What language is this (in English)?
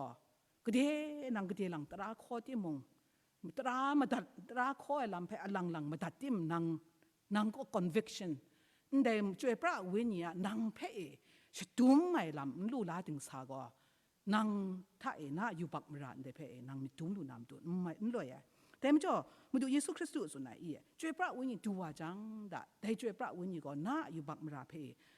Kachin